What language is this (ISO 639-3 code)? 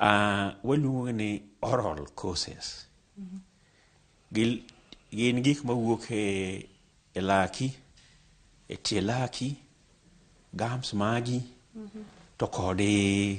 luo